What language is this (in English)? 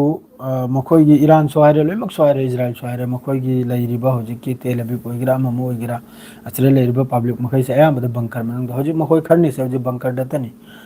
Manipuri